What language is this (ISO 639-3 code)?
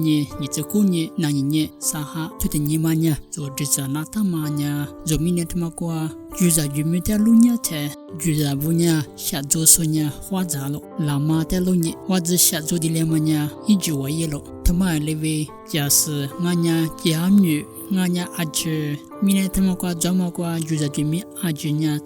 lis